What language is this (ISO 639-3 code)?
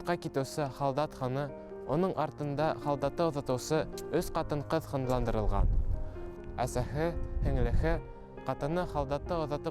bak